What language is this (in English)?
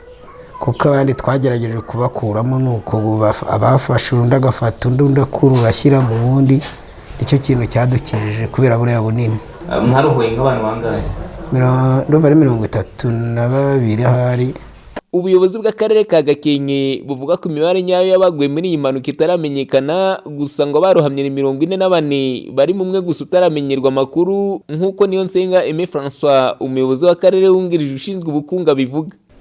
Kinyarwanda